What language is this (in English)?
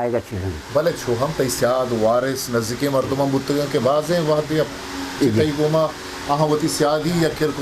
Baluchi